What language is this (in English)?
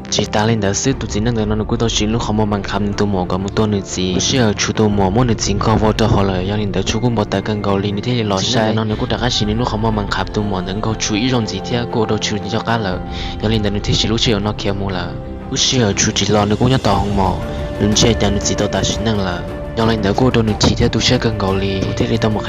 Hmong